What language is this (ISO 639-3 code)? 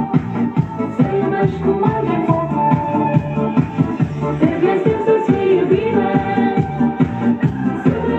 ron